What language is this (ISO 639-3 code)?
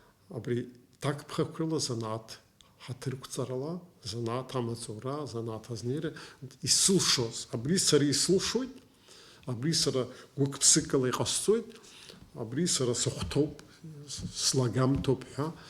abk